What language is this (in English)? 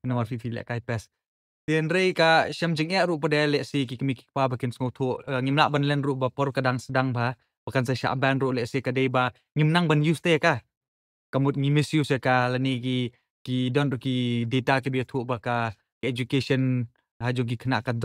Khasi